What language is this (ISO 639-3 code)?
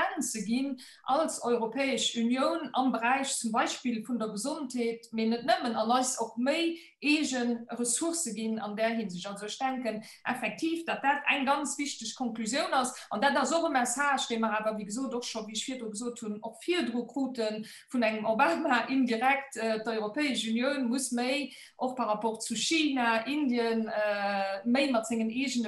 ltz